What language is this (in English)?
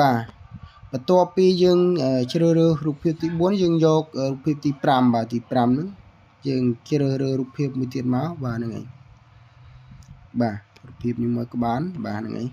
Khmer